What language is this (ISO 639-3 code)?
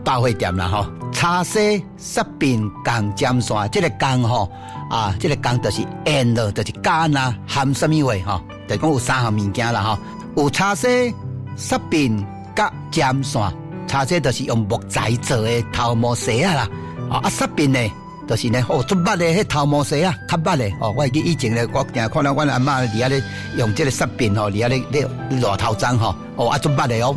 nan